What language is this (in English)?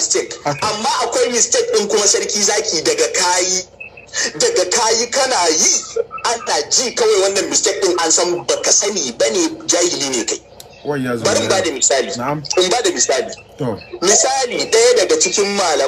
Hausa